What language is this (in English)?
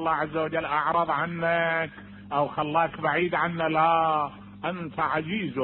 Mesopotamian Arabic